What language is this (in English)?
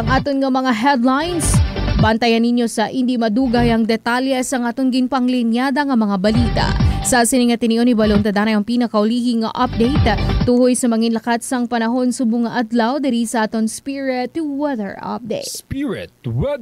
Hiligaynon